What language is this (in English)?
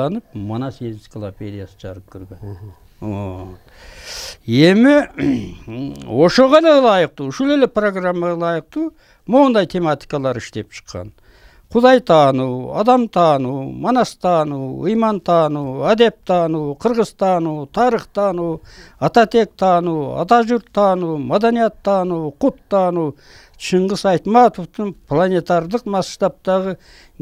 Kyrgyz